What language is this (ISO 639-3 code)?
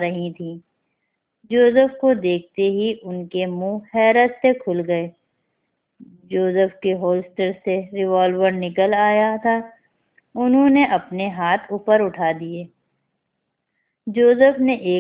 urd